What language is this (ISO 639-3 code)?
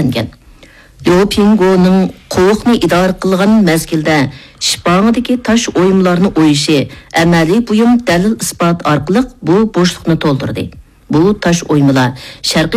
uig